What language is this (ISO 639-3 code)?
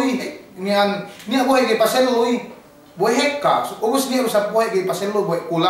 yka